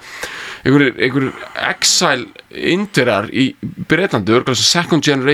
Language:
Icelandic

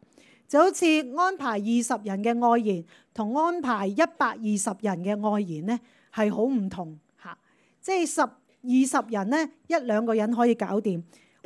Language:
Cantonese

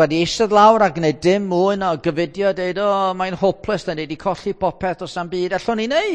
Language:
Welsh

